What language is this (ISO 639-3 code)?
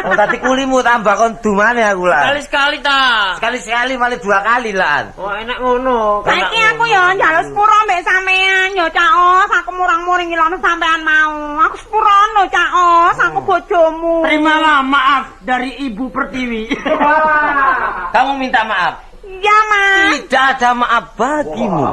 jav